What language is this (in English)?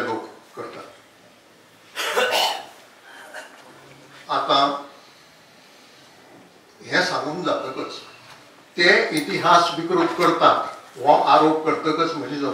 Konkani